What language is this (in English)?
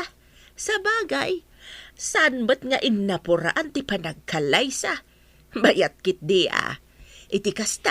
Iloko